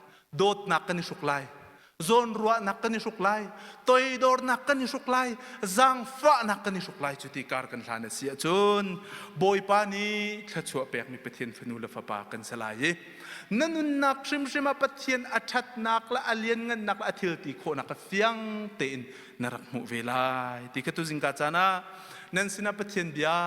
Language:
Hakha Chin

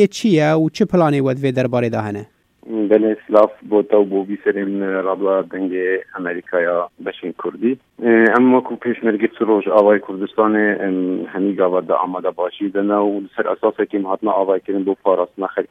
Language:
Kurdish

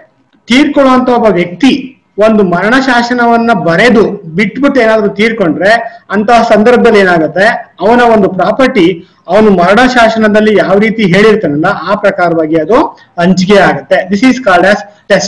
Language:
Kannada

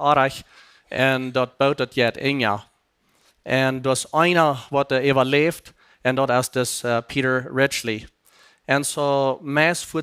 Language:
Plautdietsch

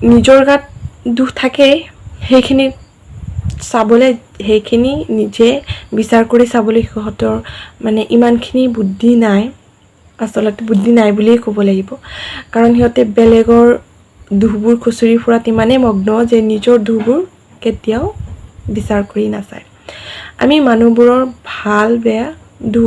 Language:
Assamese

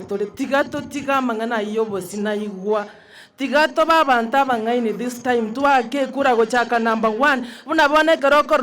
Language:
Gusii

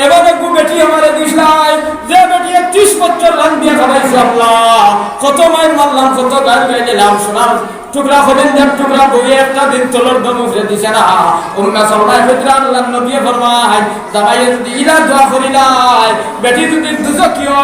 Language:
Sylheti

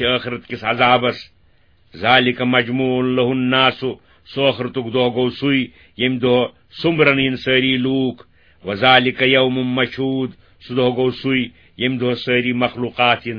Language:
Kashmiri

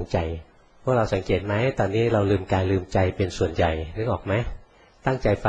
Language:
Thai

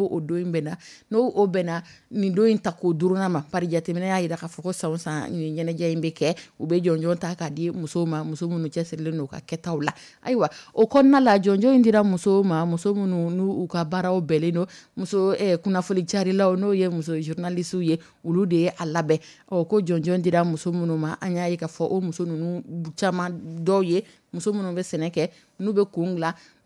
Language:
Dyula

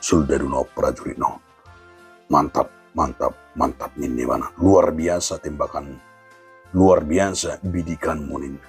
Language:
Batak Toba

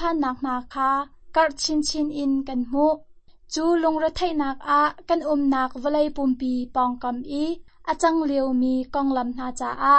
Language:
Hakha Chin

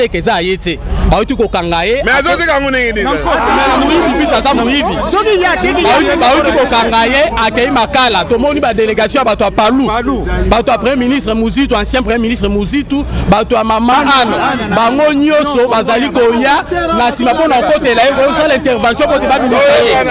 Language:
Lingala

